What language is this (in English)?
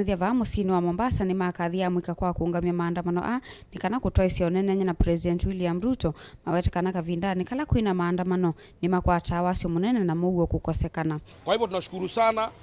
Kamba